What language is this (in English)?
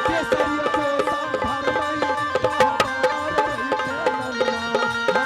Angika